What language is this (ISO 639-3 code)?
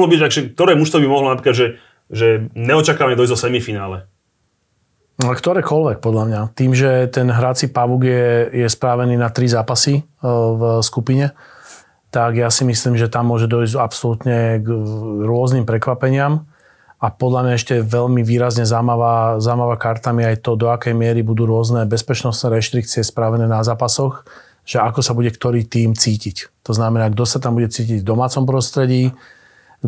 slk